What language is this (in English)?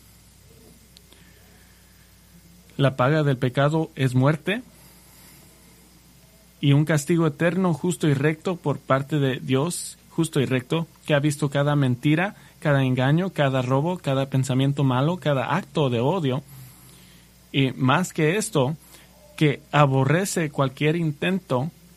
Spanish